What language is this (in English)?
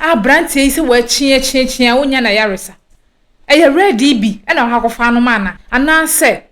Akan